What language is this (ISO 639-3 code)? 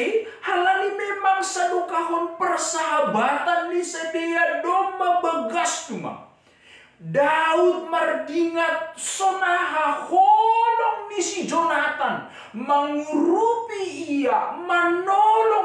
bts